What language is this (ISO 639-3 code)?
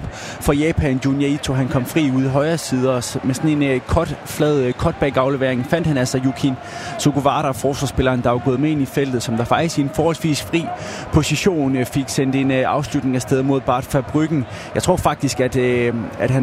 dan